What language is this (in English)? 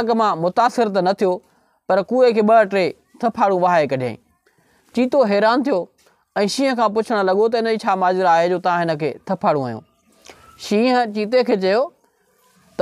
Sindhi